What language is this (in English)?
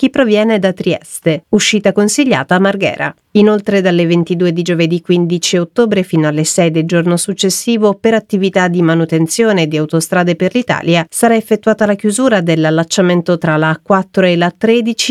Italian